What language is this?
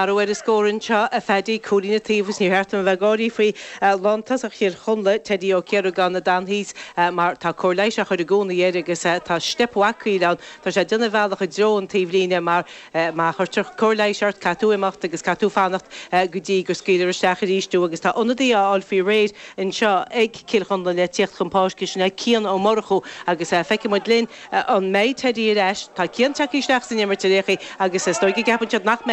Irish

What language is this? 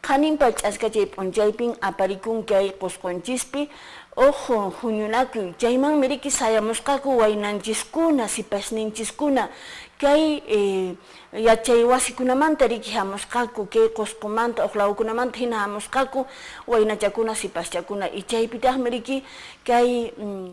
Quechua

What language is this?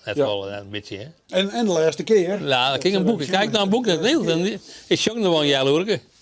Western Frisian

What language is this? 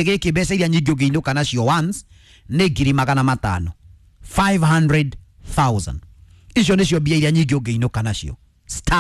Kikuyu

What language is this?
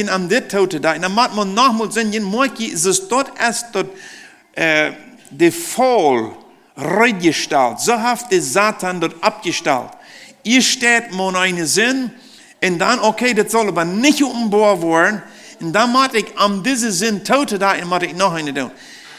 Plautdietsch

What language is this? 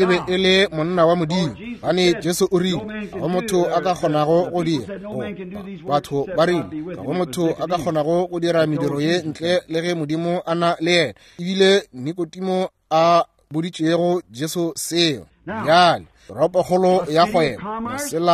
Northern Sotho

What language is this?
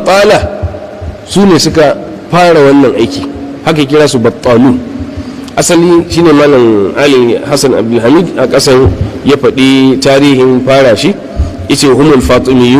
Hausa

